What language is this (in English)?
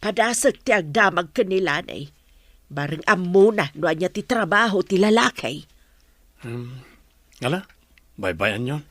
Iloko